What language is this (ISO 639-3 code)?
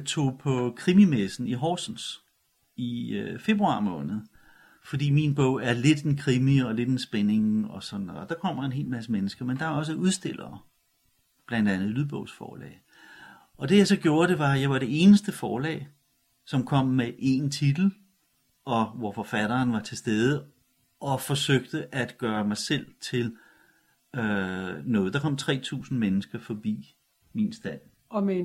dan